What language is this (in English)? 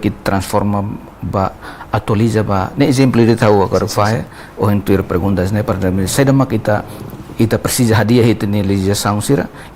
Tetum